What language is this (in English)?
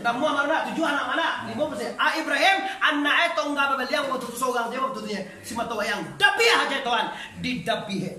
Minangkabau